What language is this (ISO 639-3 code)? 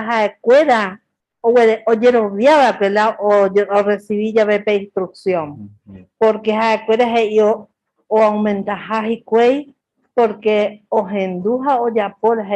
grn